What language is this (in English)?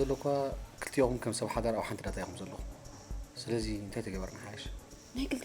Tigrinya